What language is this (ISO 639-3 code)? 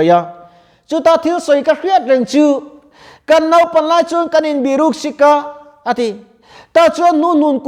lus